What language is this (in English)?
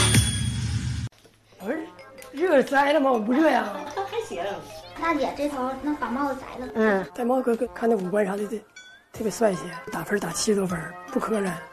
Chinese